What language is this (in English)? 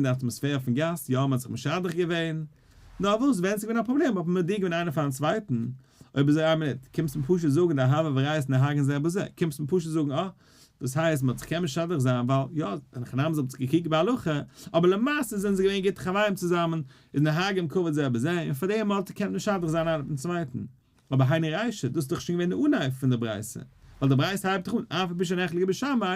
Yiddish